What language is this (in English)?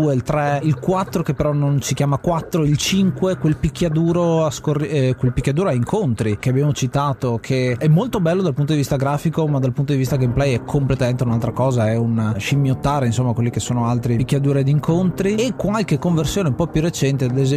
Italian